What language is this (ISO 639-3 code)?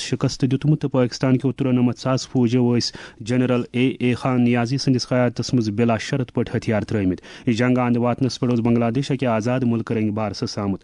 kas